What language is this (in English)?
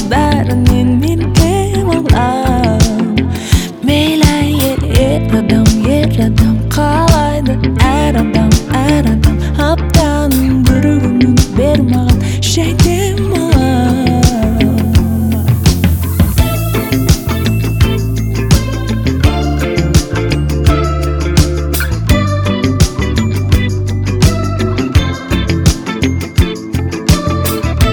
Kazakh